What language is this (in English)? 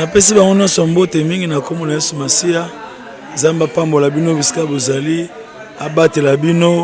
Lingala